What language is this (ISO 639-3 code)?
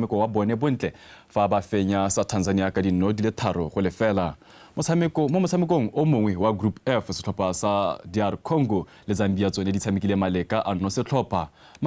tsn